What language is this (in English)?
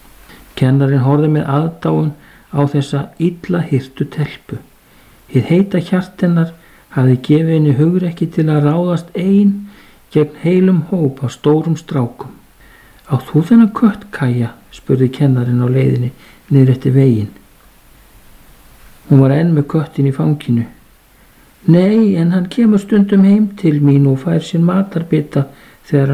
Icelandic